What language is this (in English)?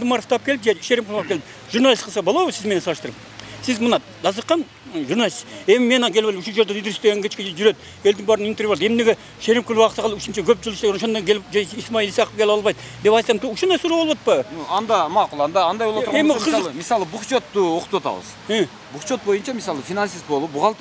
Kyrgyz